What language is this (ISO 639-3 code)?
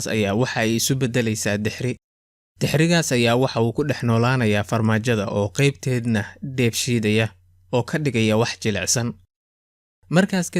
som